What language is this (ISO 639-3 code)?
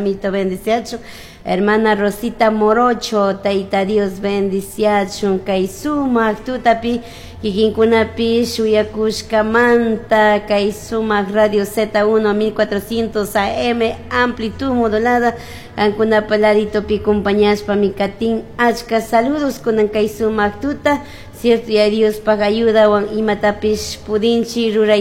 qug